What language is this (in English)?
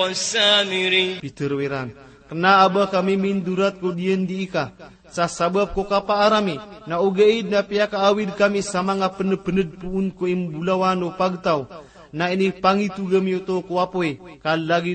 Maranao